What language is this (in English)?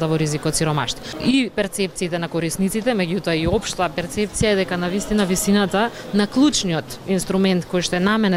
Macedonian